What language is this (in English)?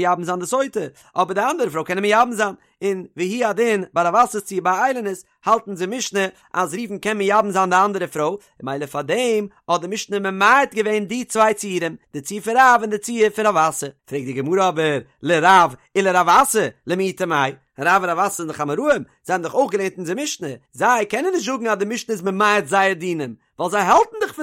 Yiddish